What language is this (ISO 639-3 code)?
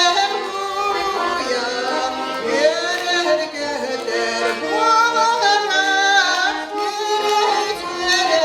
sah